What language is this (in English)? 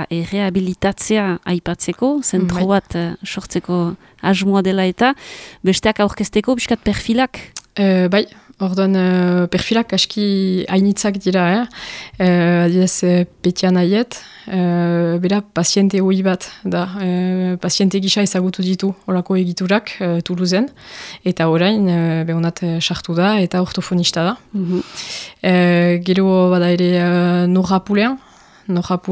Basque